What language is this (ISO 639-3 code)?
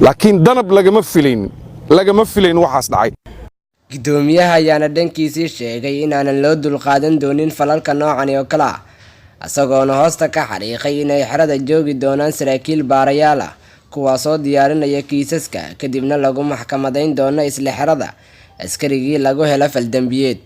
som